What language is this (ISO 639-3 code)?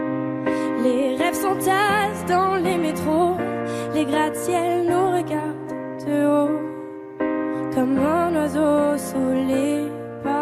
fra